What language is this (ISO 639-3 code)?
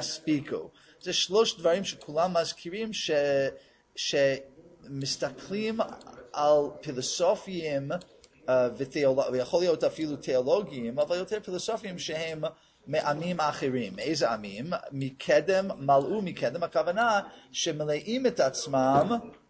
heb